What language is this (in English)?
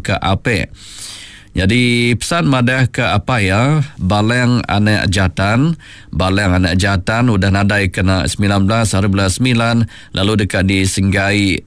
Iban